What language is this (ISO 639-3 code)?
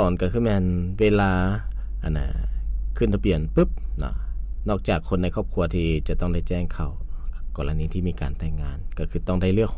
lao